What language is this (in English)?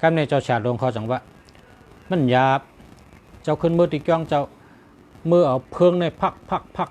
Shan